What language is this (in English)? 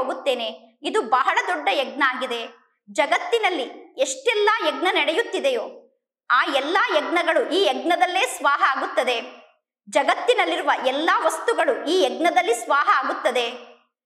Kannada